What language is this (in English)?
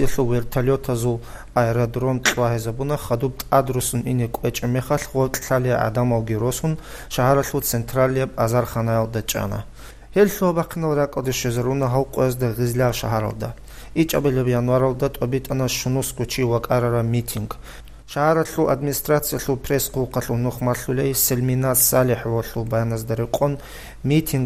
Avaric